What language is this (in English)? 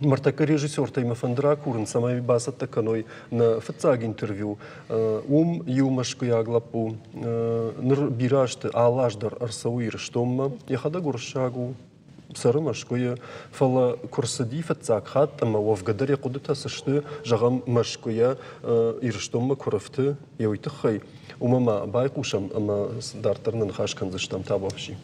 Ossetic